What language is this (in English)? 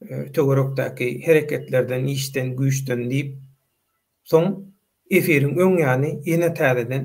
Turkmen